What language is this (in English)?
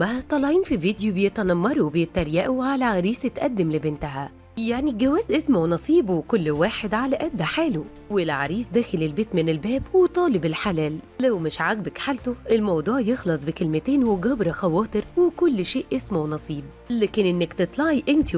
Egyptian Arabic